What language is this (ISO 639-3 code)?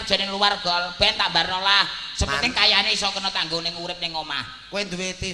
jav